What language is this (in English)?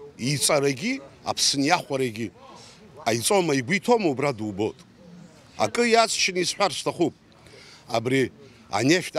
Abkhazian